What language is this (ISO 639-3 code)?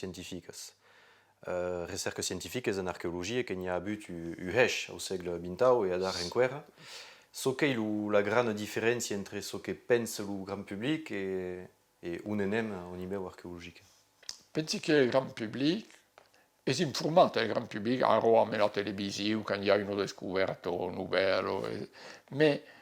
oci